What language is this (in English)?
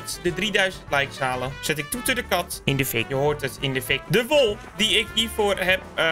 Dutch